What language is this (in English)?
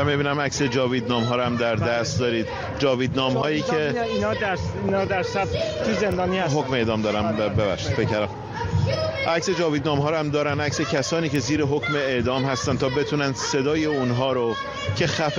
Persian